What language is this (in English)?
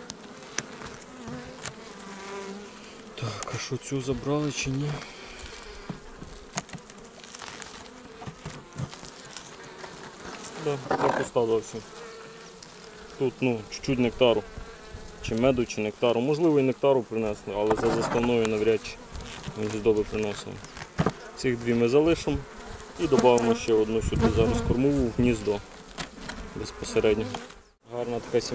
Ukrainian